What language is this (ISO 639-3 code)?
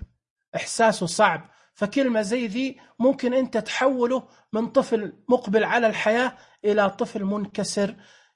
ars